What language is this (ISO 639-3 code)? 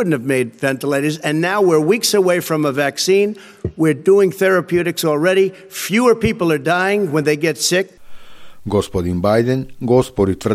mkd